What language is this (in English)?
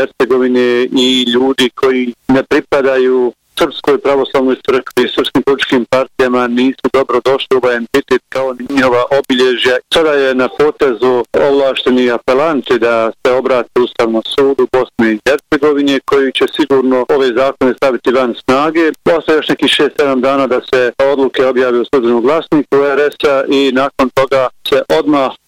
Bosnian